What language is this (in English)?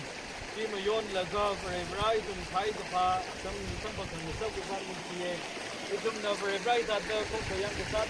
Tangkhul Naga (India)